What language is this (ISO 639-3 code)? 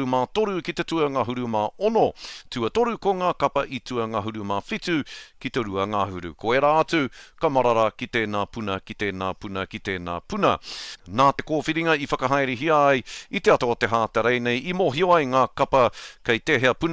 mri